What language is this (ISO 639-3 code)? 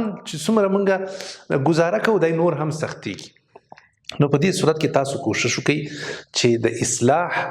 pus